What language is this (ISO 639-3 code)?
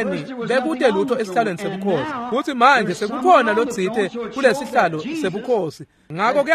ssw